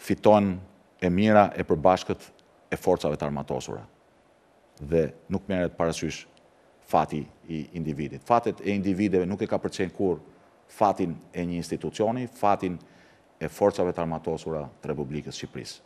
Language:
Albanian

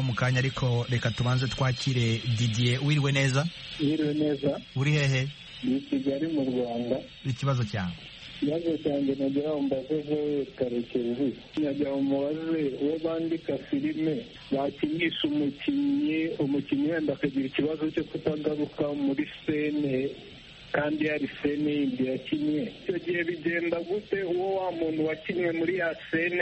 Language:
Kinyarwanda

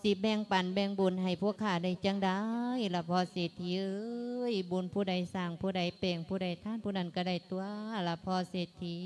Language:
Lao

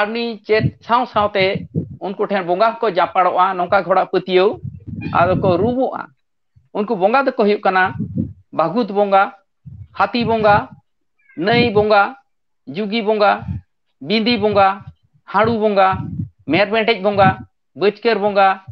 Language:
Santali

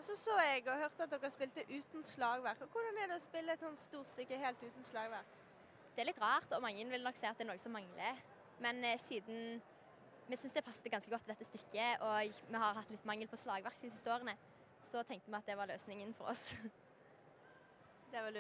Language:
Norwegian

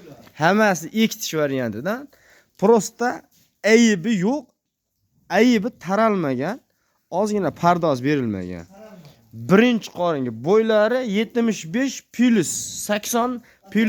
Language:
Uzbek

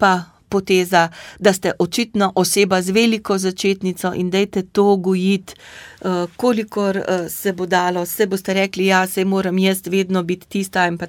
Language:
Slovenian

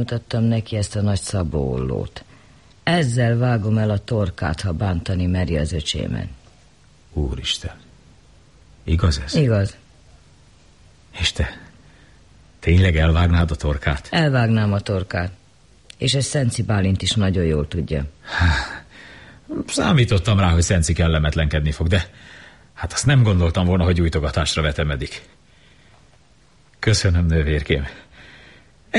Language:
Hungarian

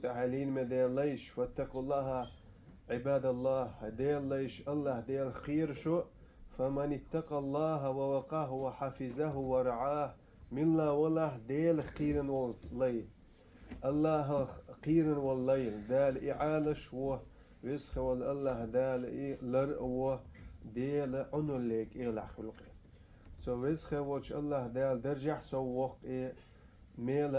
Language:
Chechen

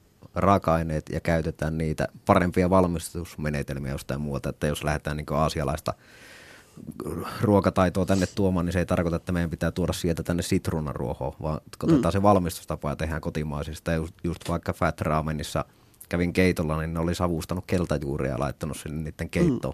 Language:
Finnish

